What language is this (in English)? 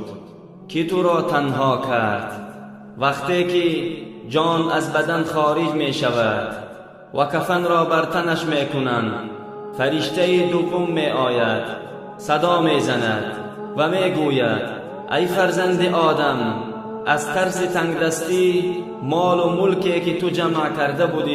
Tajik